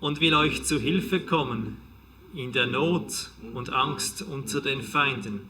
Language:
Swiss German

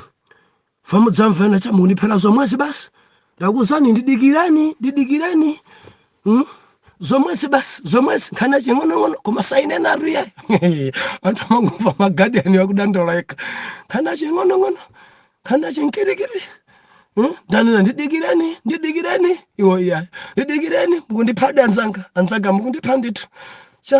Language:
Nyanja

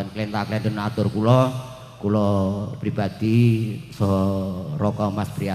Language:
Javanese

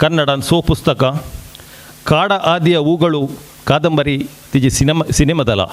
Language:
Konkani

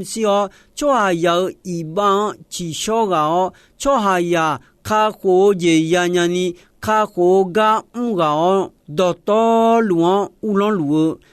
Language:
Akha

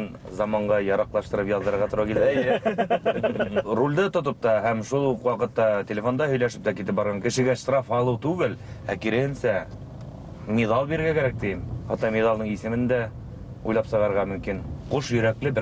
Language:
Bashkir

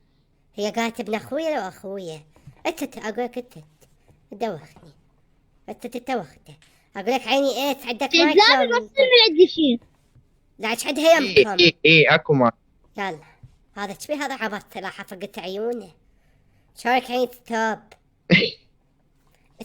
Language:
Mesopotamian Arabic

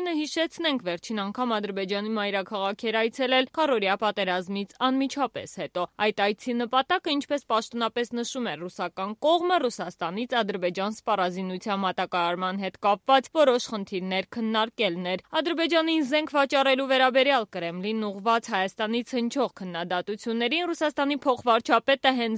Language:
Armenian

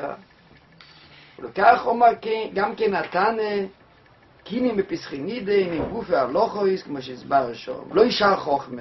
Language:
Hebrew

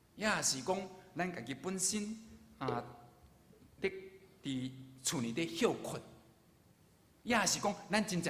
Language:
Min Nan Chinese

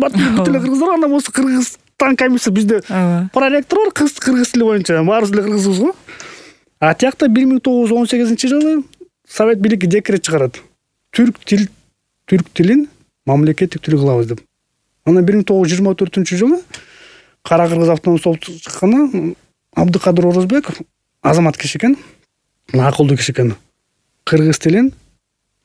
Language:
Kyrgyz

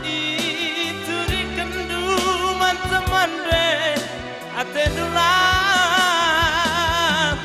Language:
Batak Karo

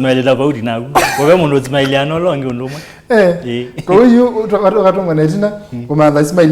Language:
Kamba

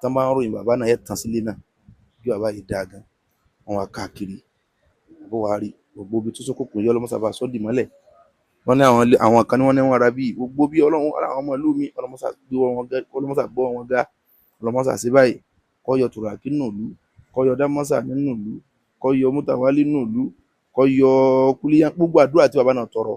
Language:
Yoruba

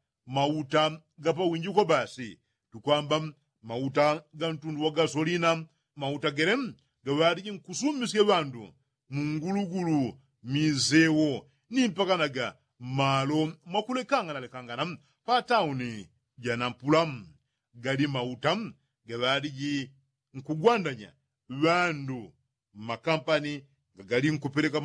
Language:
Yao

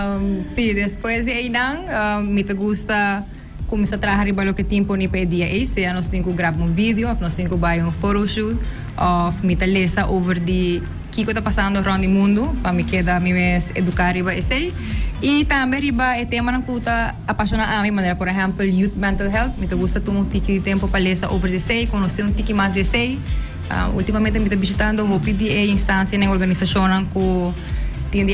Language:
Papiamento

